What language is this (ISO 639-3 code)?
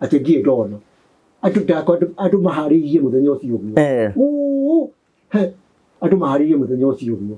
kik